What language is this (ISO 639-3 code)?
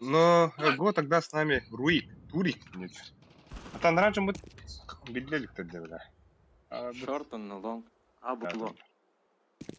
sah